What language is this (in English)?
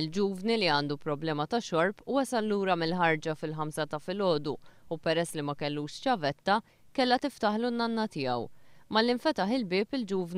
Maltese